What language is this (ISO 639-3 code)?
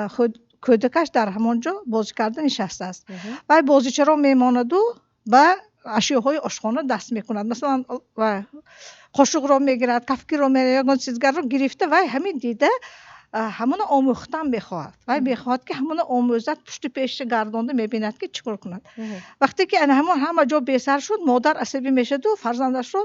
tgk